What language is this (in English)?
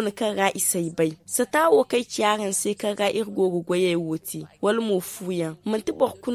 Zarma